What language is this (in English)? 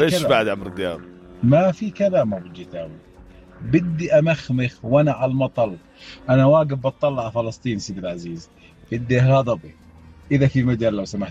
North Levantine Arabic